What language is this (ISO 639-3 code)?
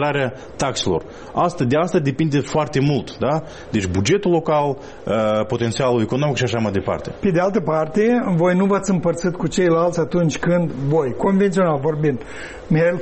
ron